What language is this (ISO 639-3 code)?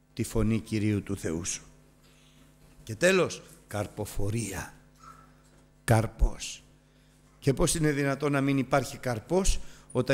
ell